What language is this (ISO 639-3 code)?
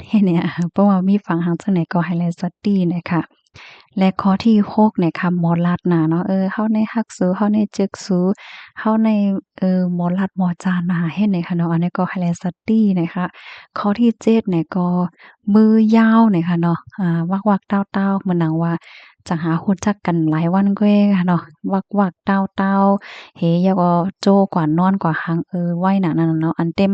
shn